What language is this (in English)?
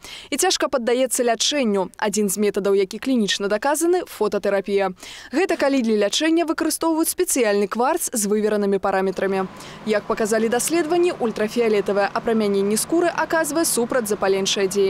Belarusian